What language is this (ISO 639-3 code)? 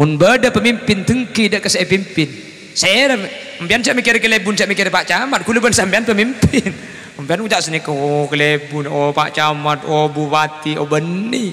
mad